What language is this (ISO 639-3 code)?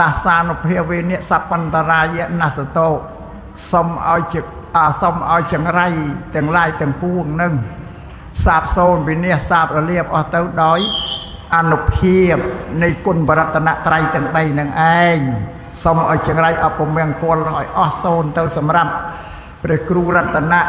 khm